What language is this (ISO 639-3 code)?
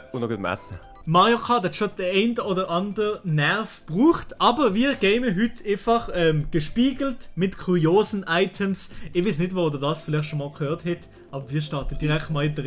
gsw